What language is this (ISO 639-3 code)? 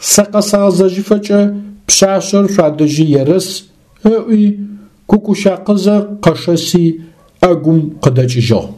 ady